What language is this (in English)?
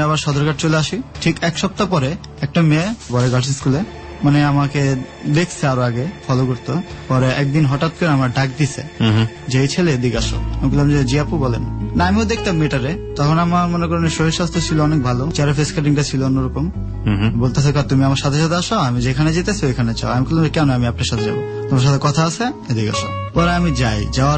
Bangla